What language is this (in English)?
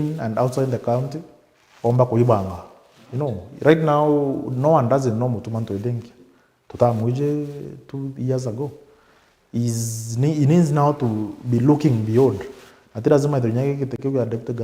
Meru